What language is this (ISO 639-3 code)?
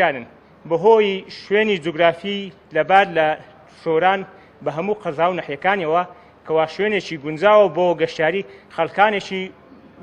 ckb